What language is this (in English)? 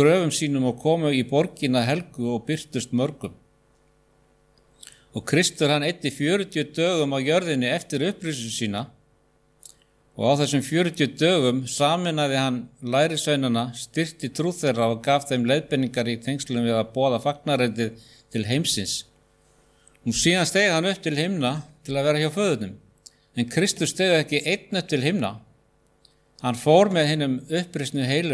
Icelandic